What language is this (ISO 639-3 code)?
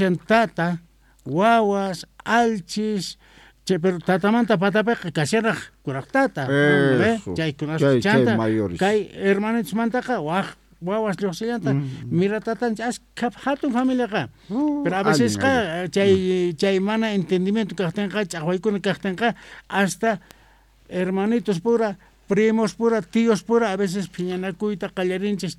quh